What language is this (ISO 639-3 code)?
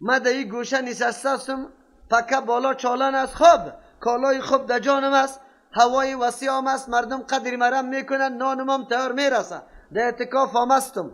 fas